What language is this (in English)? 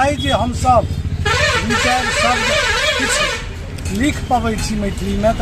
Maithili